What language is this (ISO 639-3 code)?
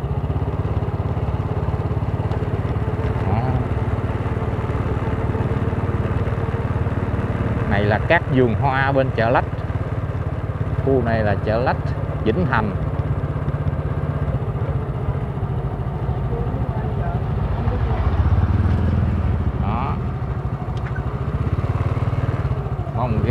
vie